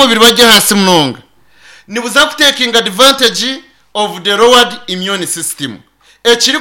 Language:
Nyankole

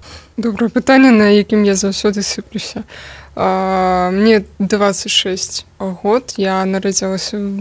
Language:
Belarusian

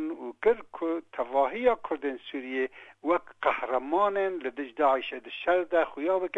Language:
Kurdish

